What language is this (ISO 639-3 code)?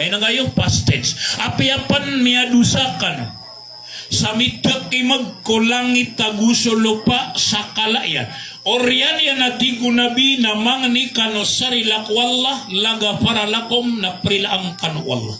mrw